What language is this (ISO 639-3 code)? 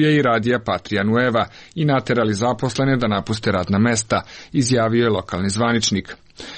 srp